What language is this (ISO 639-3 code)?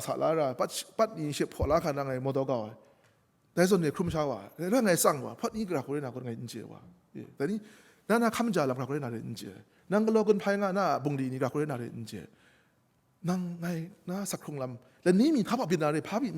kac